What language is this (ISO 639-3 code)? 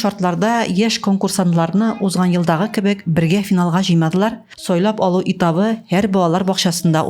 tat